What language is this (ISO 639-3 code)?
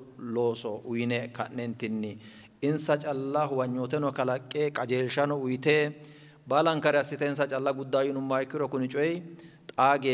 sid